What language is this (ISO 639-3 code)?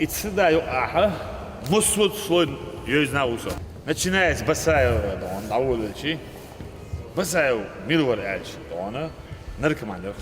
che